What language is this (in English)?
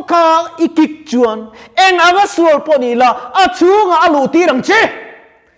Mizo